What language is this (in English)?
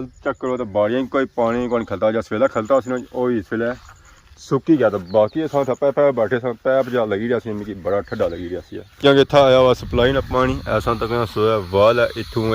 Pahari-Potwari